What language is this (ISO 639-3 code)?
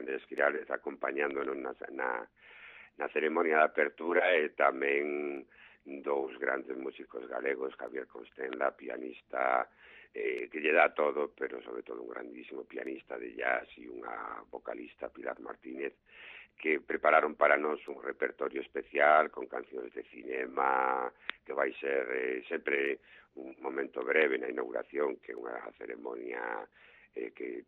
glg